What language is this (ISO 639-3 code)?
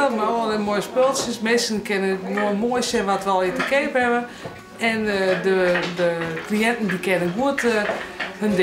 fry